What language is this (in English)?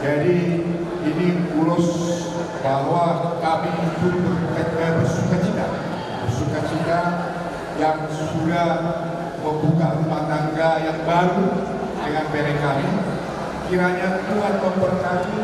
Batak Toba